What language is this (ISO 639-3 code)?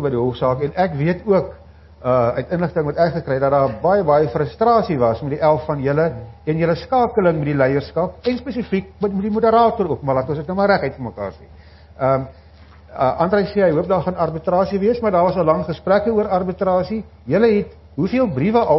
afr